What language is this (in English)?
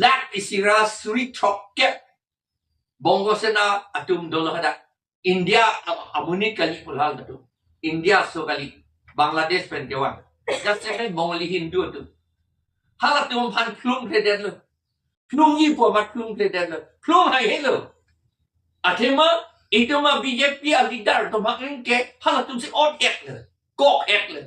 Karbi